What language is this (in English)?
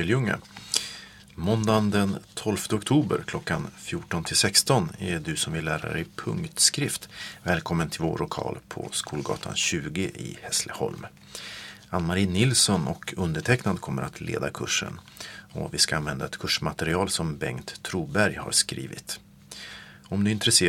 Swedish